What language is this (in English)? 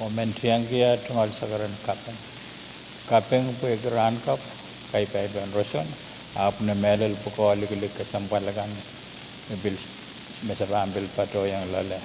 Pohnpeian